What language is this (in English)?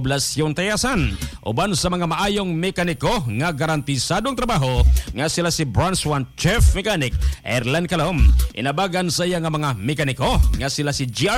Cebuano